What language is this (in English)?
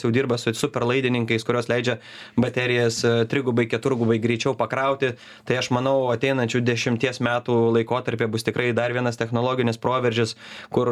Lithuanian